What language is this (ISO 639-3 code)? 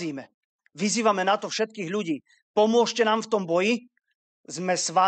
slk